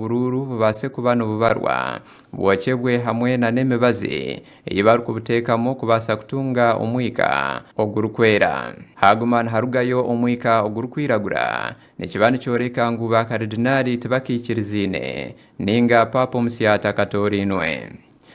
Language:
Nyankole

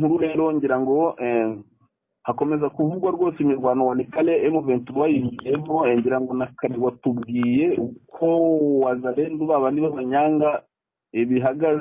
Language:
Kinyarwanda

